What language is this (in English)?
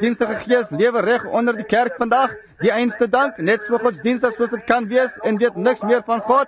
Afrikaans